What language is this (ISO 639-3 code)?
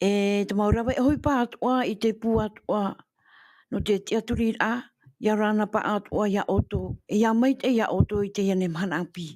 tah